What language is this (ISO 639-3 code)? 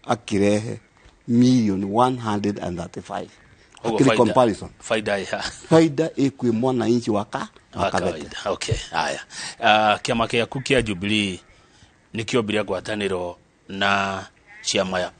kik